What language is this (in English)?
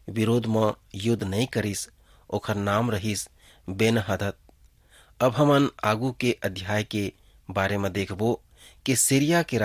Chhattisgarhi